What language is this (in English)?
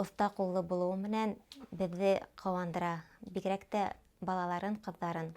Bashkir